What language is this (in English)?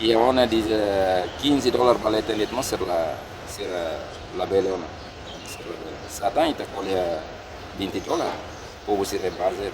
Tetum